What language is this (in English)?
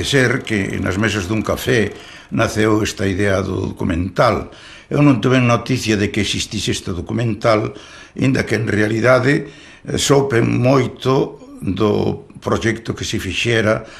Galician